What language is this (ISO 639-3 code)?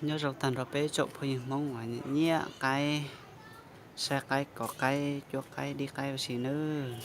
hmn